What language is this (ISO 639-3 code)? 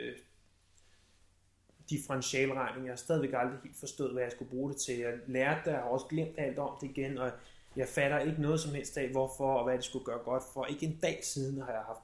dan